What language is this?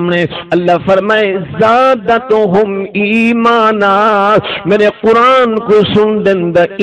Saraiki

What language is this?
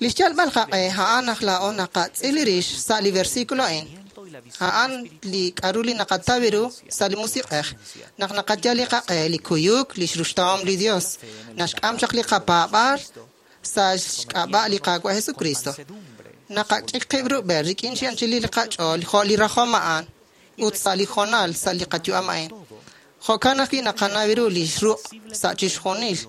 Kekchí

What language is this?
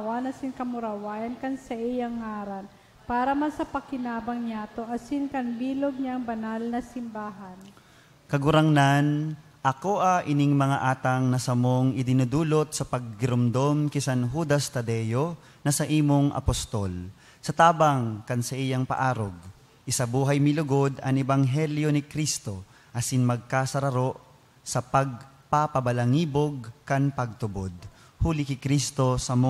Bikol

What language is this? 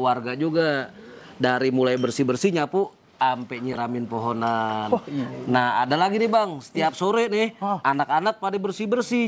Betawi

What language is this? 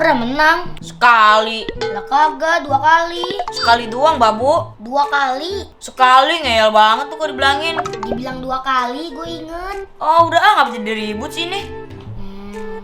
Betawi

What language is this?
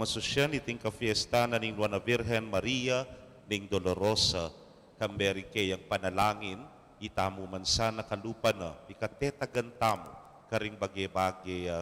Pampanga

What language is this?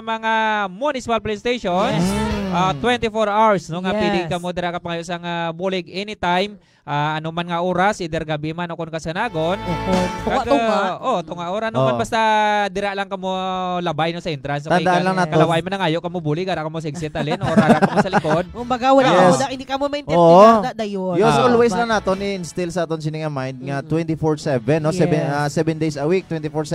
Hiligaynon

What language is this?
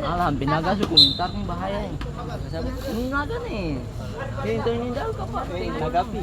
Ambonese Malay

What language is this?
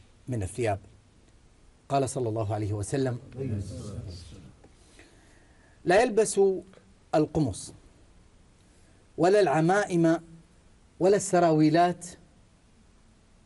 Arabic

